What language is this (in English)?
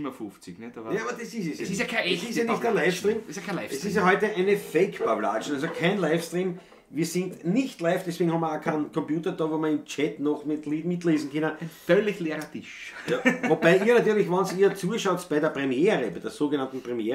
Bavarian